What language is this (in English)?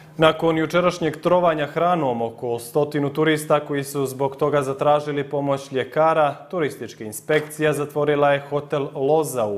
Bosnian